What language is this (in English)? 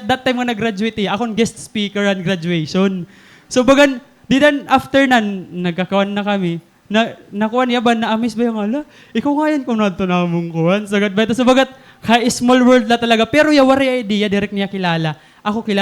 Waray